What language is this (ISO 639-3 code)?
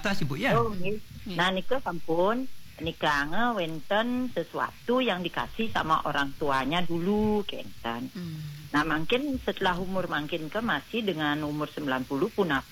ban